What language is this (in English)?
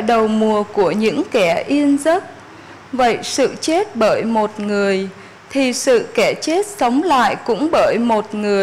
Vietnamese